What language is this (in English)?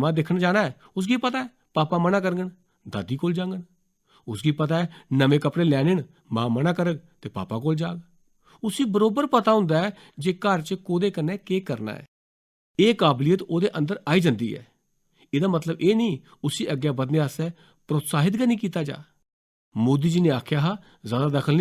Dogri